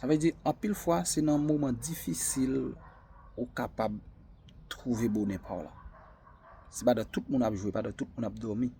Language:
Haitian Creole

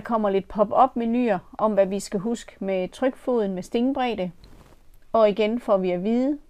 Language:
Danish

